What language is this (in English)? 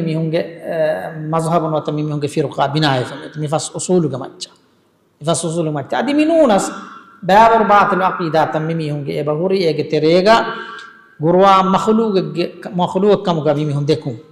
Divehi